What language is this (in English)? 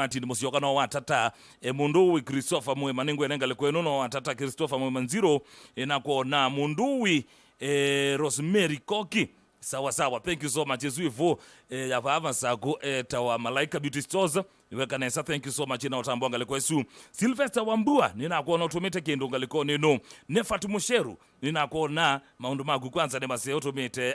Kamba